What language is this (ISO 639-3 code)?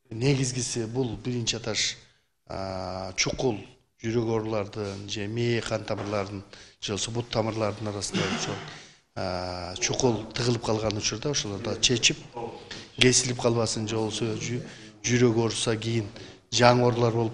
kir